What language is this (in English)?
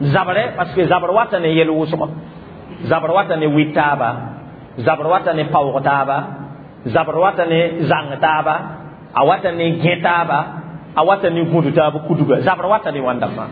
Mossi